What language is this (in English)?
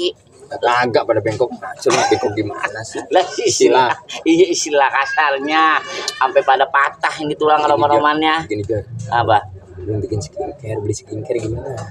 Betawi